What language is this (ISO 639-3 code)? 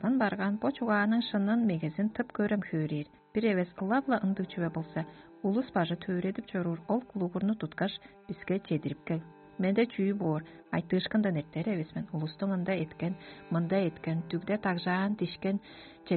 tyv